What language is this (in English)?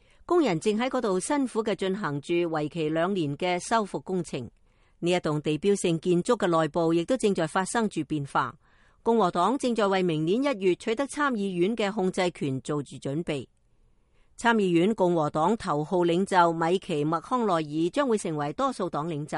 Cantonese